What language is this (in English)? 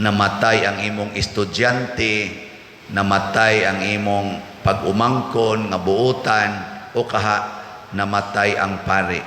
Cebuano